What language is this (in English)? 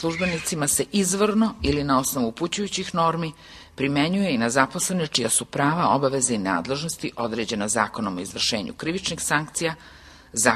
Serbian